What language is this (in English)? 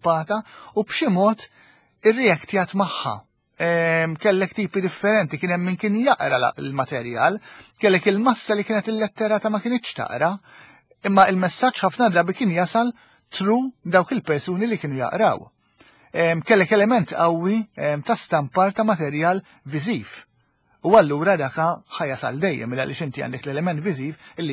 Maltese